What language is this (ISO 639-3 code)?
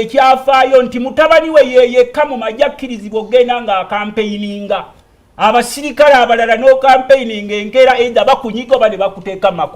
lug